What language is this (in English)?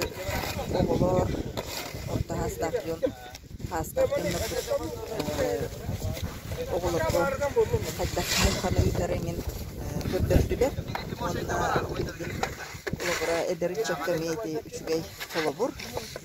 Yakut